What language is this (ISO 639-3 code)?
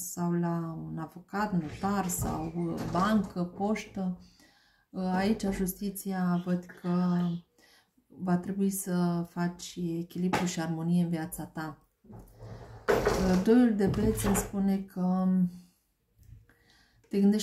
ron